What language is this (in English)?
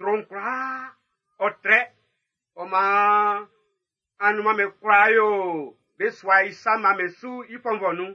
Baoulé